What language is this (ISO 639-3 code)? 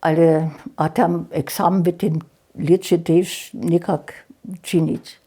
hsb